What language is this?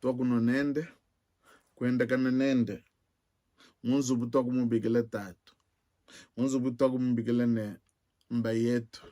Luba-Lulua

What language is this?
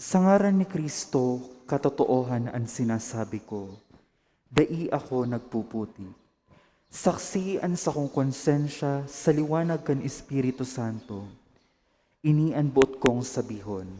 Bikol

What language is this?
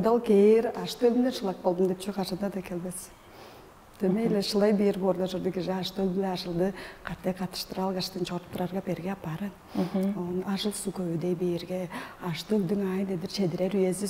Tuvinian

